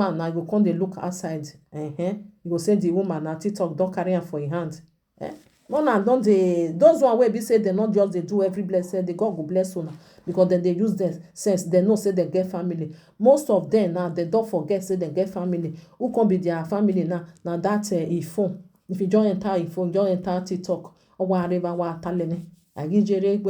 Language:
Nigerian Pidgin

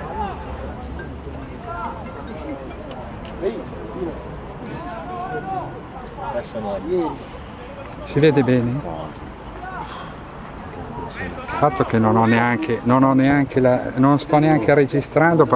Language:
Italian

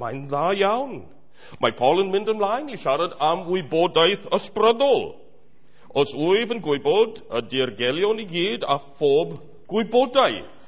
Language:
Welsh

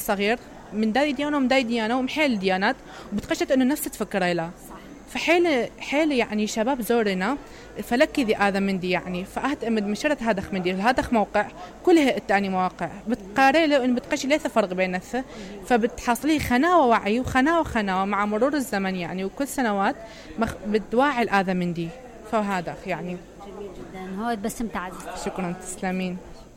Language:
Mesopotamian Arabic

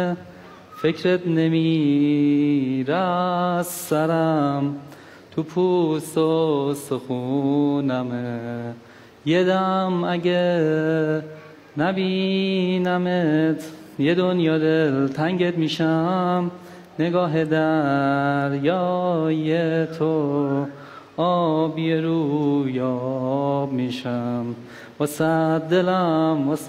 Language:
Persian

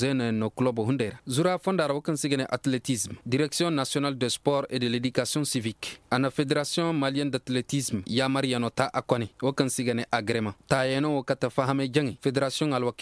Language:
Koyraboro Senni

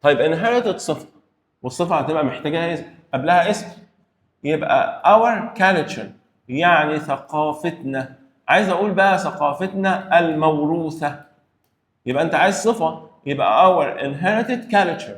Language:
Egyptian Arabic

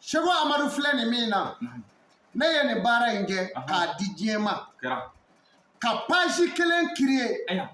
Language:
Bambara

